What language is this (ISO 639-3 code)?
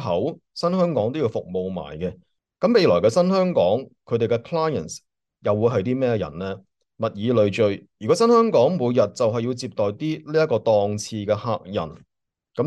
yue